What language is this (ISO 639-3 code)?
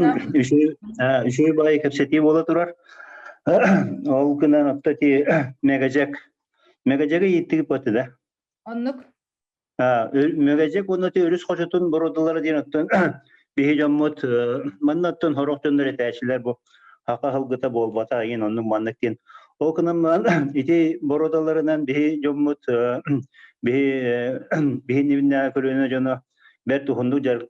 sah